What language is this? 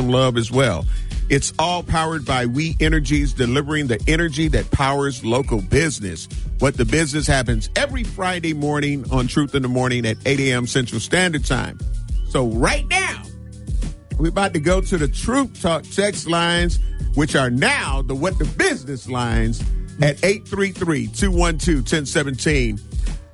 English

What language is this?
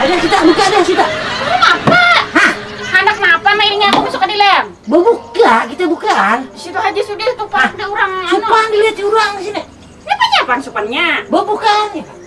Banjar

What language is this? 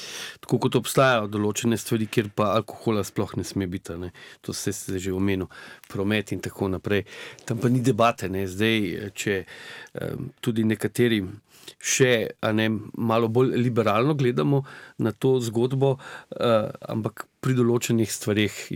Slovenian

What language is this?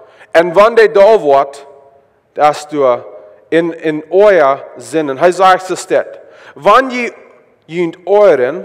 Plautdietsch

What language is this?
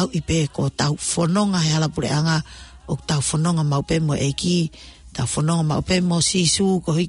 Tongan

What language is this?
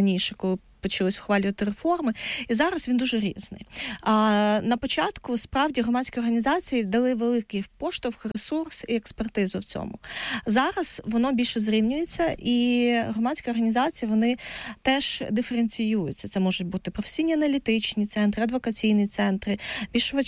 Ukrainian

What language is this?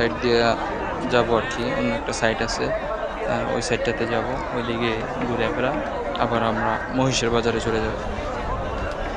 Bangla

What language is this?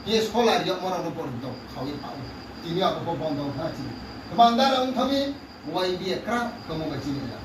Riang (India)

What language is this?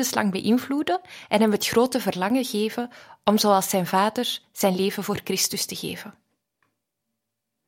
Dutch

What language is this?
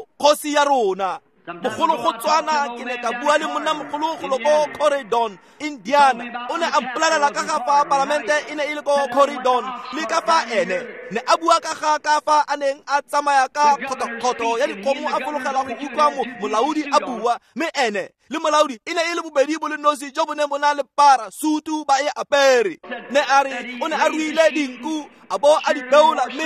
Tswana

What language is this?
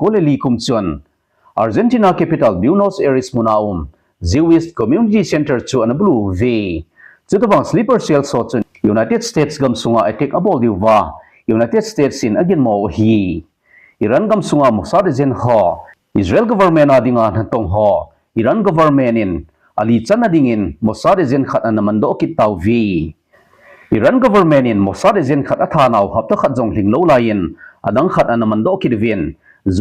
Thado Chin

